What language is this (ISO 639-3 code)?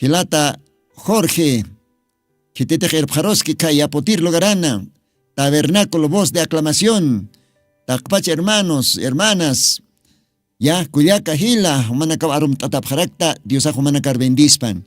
aym